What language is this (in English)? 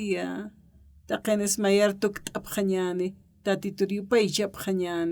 Aymara